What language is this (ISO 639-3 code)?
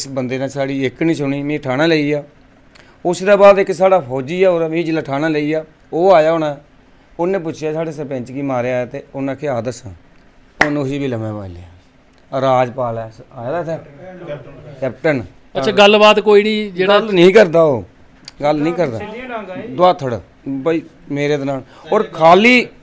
doi